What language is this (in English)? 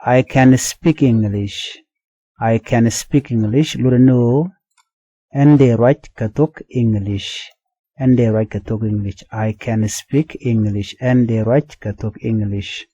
Nuer